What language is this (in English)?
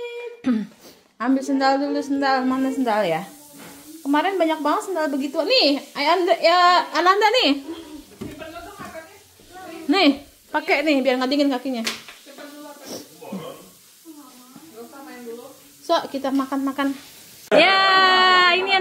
Indonesian